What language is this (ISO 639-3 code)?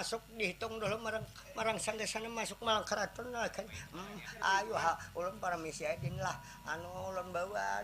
bjn